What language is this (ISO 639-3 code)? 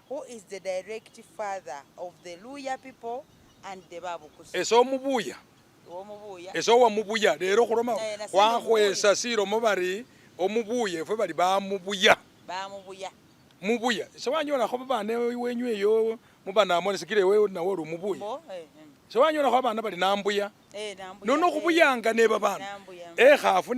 myx